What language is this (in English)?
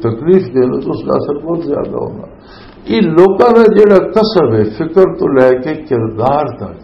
Western Panjabi